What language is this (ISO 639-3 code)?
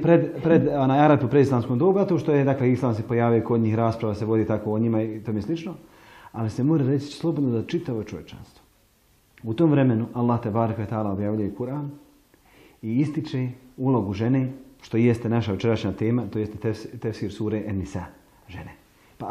bos